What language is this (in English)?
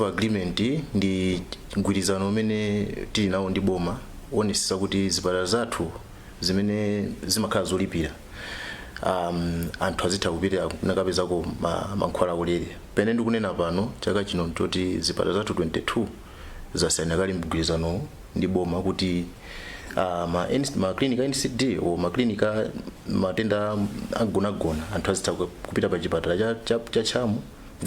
Nyanja